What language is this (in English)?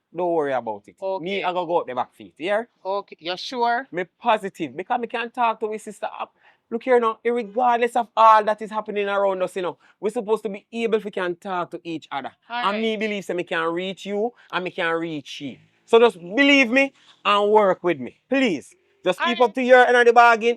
Jamaican Creole English